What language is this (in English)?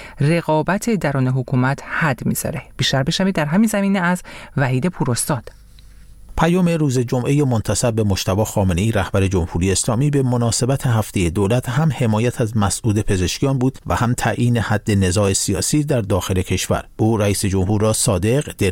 Persian